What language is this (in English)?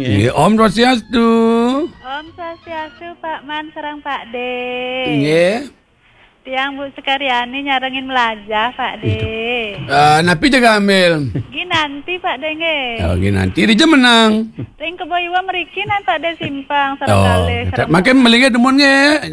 Balinese